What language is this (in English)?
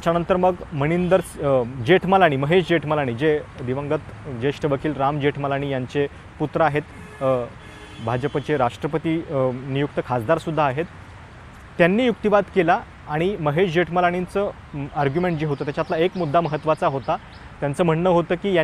Marathi